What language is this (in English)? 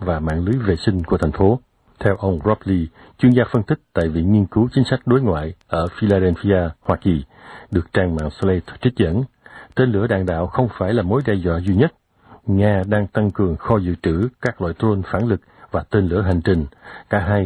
Vietnamese